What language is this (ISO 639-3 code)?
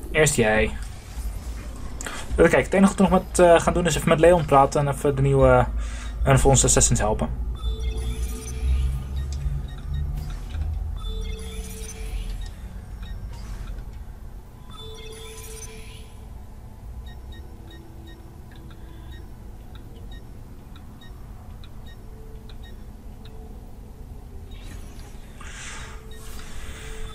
nld